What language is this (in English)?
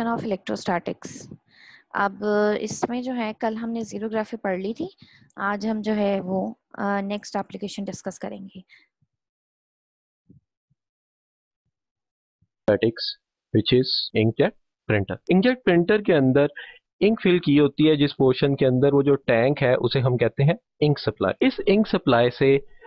Hindi